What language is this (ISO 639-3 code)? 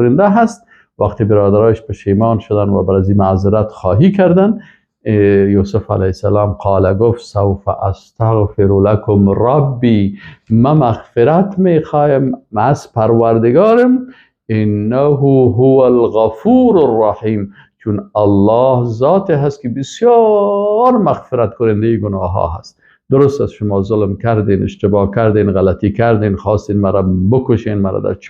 fas